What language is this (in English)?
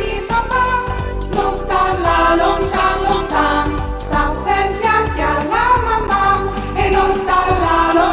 Friulian